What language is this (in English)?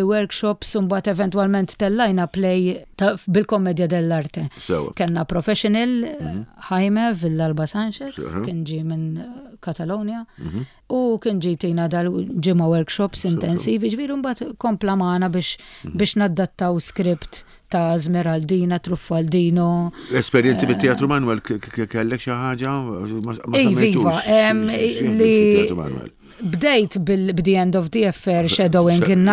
Maltese